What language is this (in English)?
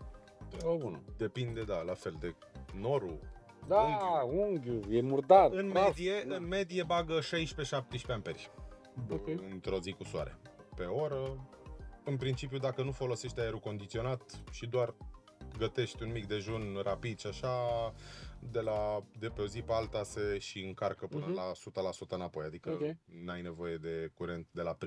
Romanian